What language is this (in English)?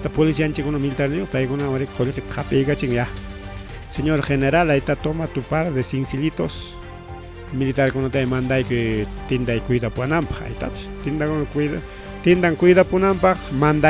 Ayacucho Quechua